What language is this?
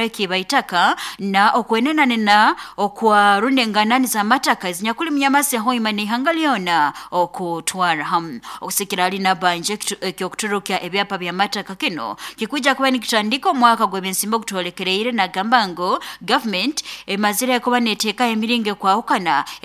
Nyankole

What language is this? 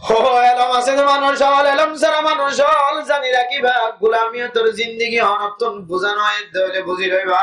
Rohingya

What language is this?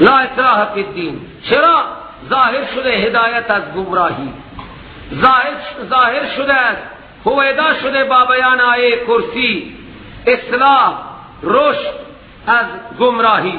Persian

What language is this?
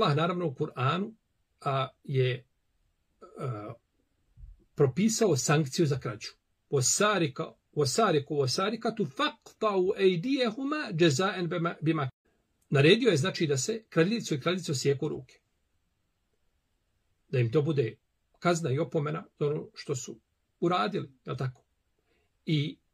Bosnian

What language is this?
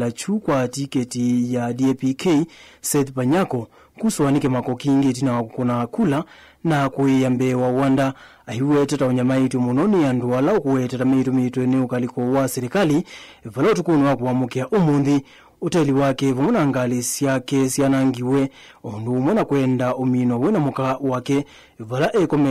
Kamba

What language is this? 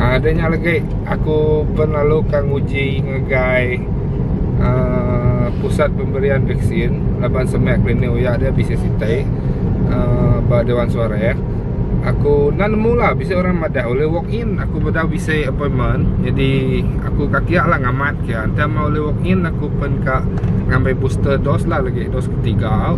Iban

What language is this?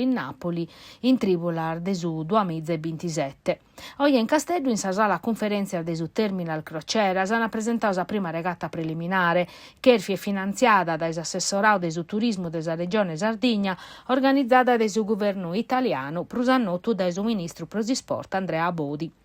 Sardinian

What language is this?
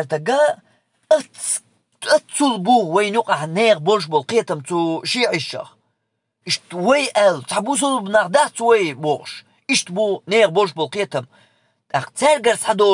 Chechen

